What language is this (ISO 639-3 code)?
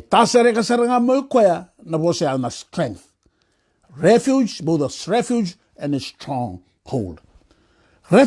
fij